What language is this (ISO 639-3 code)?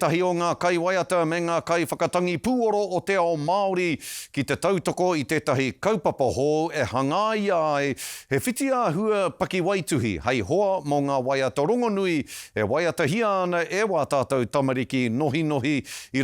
mri